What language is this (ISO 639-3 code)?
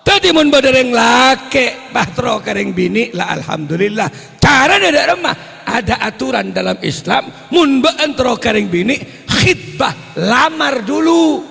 mad